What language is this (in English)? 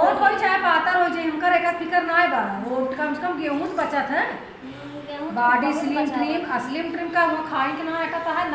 Awadhi